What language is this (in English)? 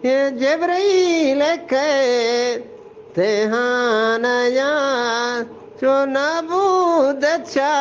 Eastern Balochi